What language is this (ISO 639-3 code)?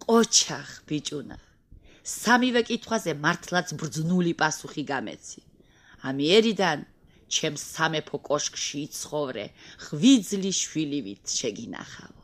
kat